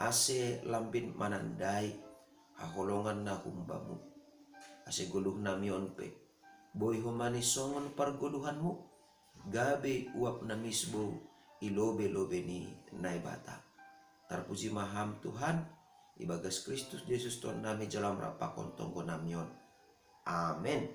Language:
Batak Simalungun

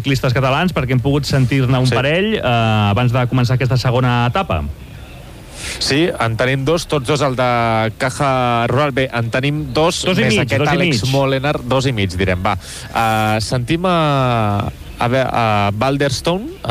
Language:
Catalan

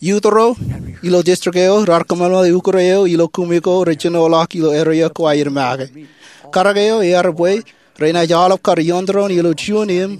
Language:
Marshallese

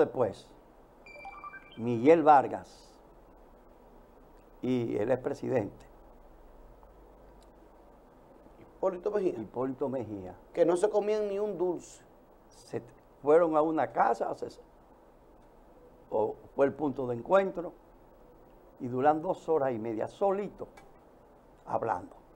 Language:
Spanish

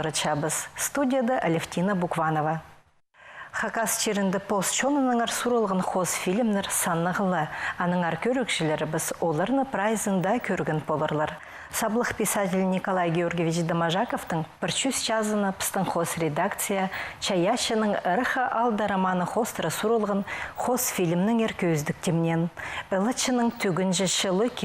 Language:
Khakas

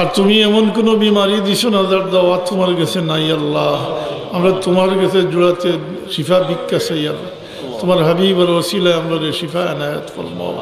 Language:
Sylheti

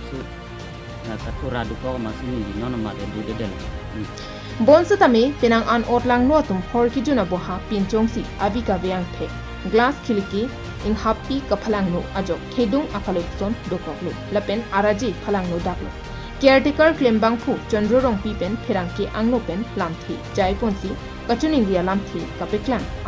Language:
Karbi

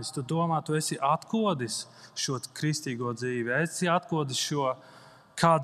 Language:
Latvian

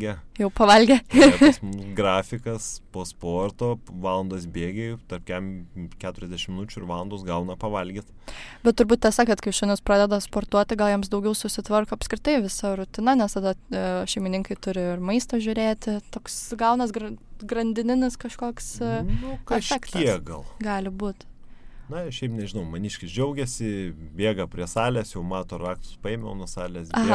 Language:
Lithuanian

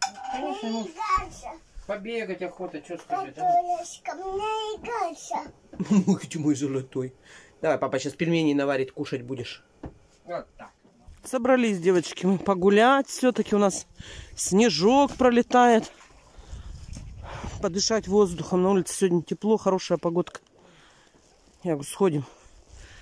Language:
Russian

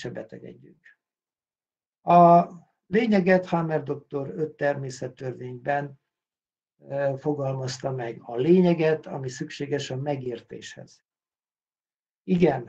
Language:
Hungarian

